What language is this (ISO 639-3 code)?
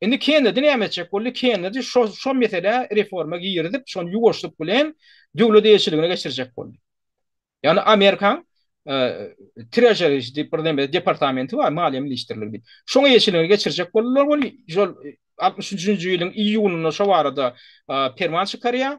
tuk